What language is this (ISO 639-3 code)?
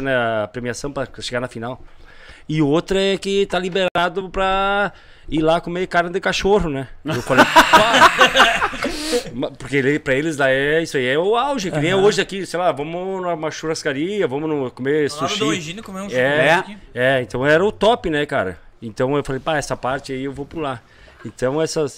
por